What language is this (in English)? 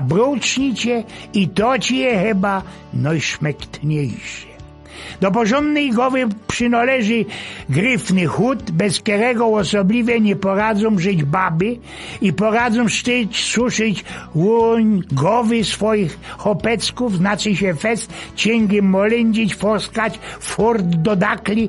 Silesian